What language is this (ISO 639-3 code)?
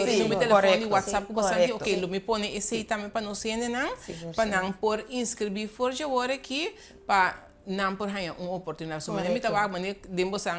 pap